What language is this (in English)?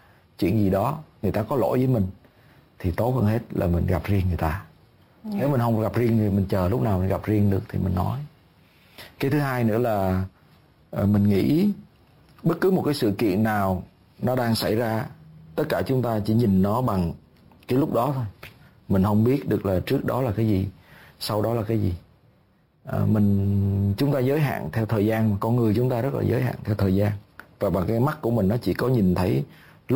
Vietnamese